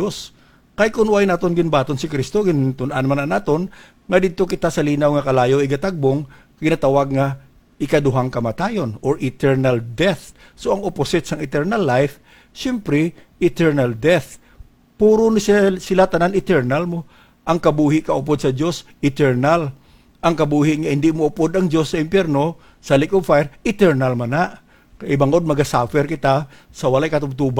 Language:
Hiligaynon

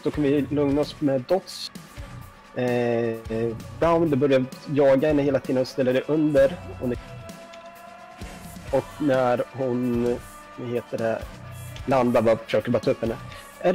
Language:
Swedish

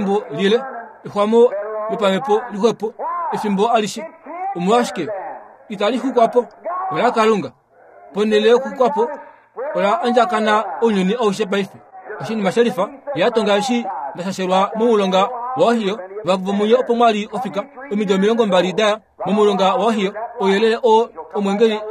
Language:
Kuanyama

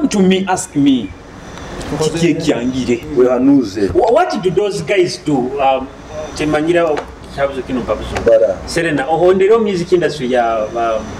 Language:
Nyoro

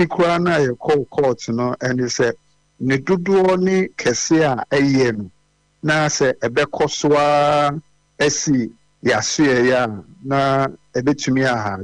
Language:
Akan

